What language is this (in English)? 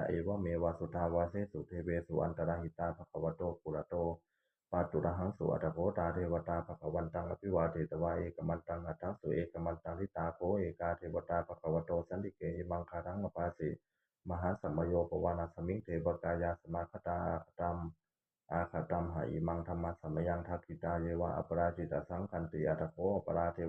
Pali